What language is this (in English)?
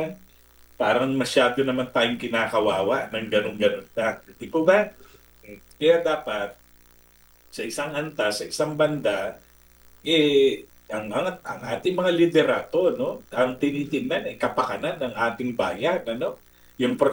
Filipino